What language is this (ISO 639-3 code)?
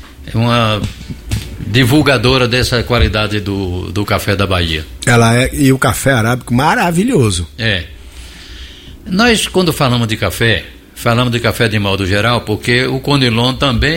por